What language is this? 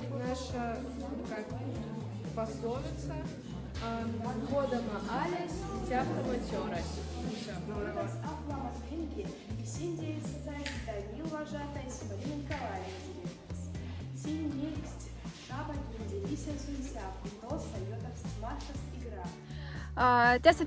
Moksha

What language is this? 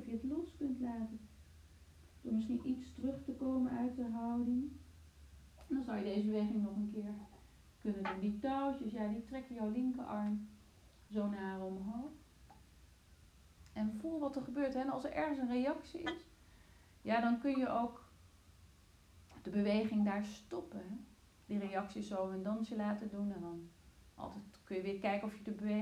Dutch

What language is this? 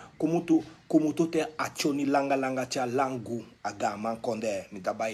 Sranan Tongo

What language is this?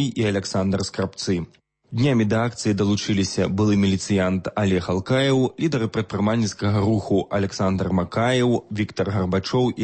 Belarusian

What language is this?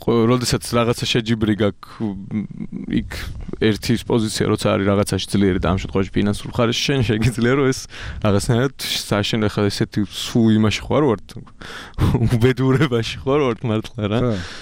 Georgian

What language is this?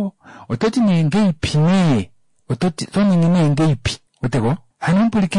Kuanyama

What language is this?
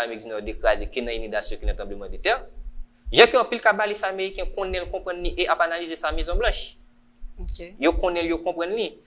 Haitian Creole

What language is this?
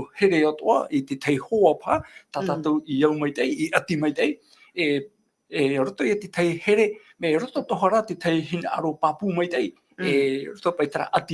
Tahitian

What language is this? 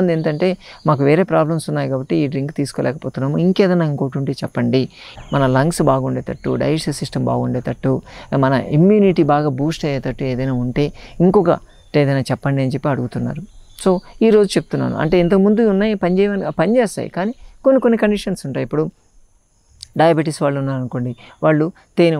Telugu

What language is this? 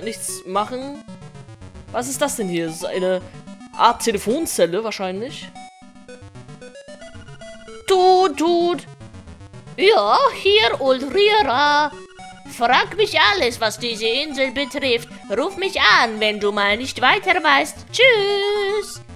German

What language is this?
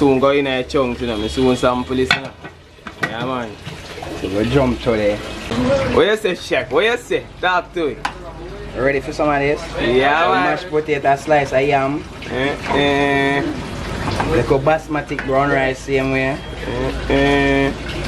Jamaican Creole English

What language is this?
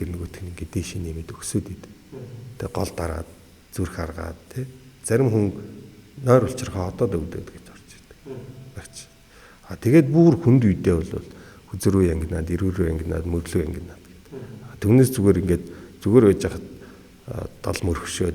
Mongolian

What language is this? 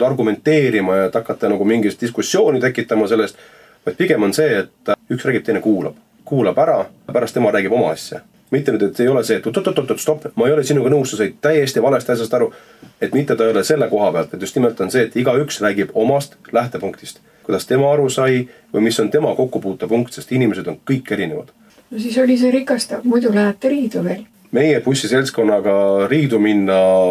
Estonian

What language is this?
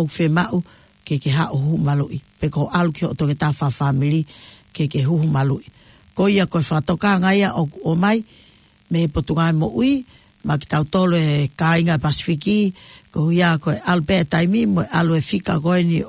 Tongan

